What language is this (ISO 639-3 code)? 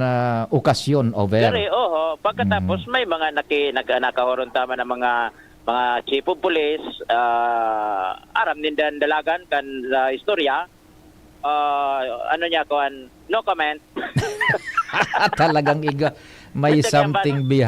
bik